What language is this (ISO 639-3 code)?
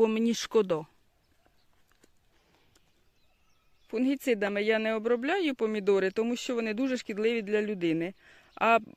ukr